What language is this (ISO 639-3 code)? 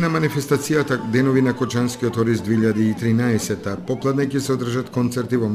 mkd